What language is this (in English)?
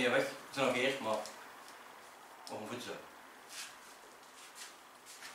Dutch